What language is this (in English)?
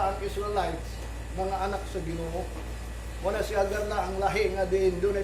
Cebuano